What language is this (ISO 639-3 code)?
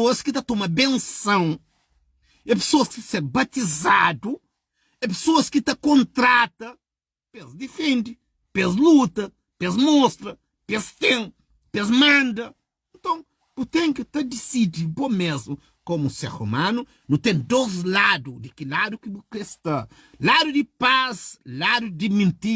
kea